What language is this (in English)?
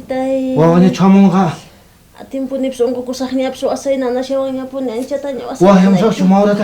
South Bolivian Quechua